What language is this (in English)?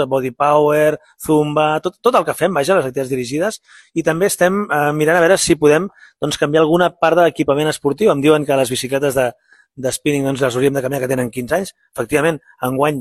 Catalan